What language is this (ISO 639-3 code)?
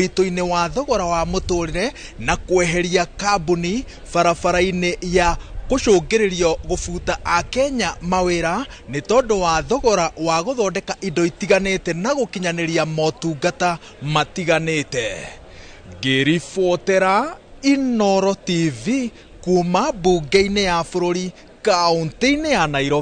kik